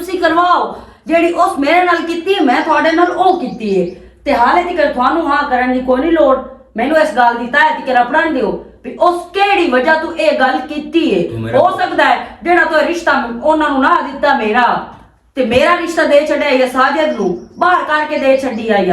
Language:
Western Panjabi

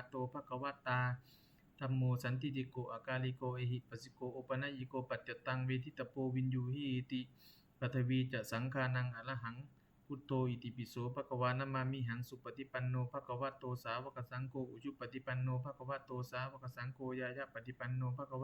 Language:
Pali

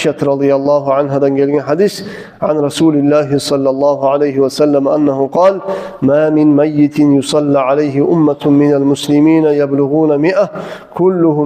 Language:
Kumyk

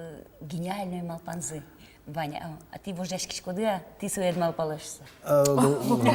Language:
Udmurt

